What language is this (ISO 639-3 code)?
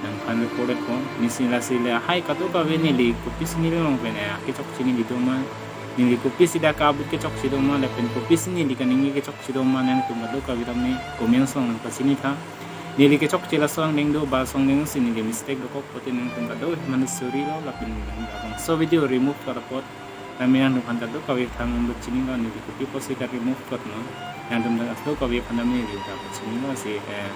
mjw